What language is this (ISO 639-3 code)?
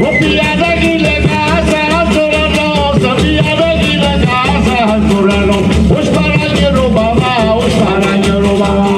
nap